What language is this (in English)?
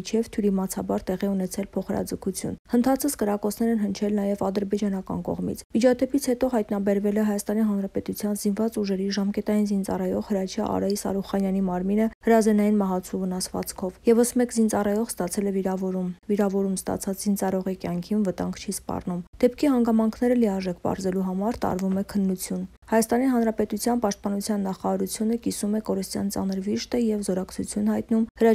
Armenian